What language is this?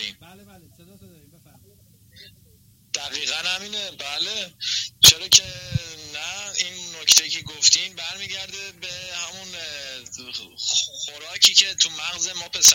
Persian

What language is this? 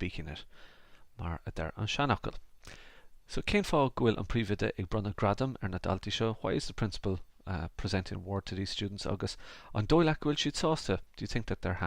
Irish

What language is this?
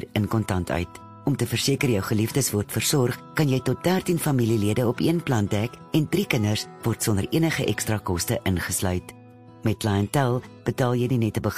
Afrikaans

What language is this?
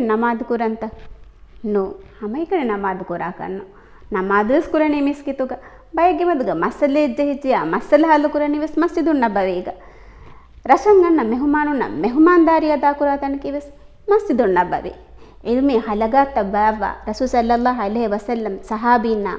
Divehi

